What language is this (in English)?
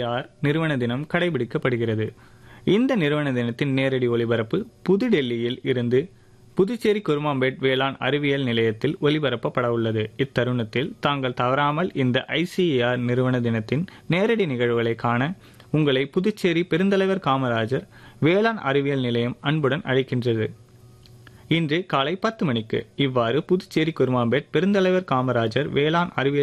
Tamil